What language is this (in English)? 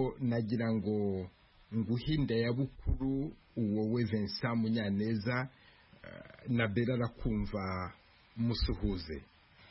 Kinyarwanda